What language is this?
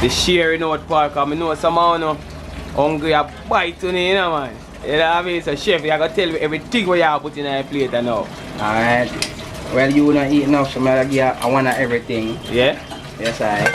Jamaican Creole English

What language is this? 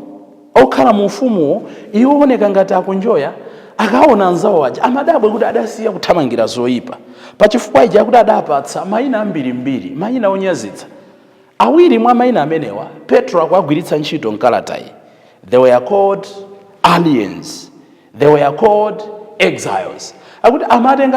Nyanja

